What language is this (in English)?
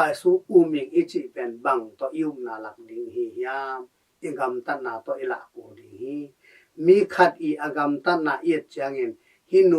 Tedim Chin